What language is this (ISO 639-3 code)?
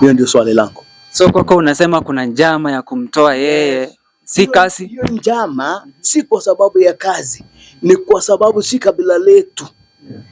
swa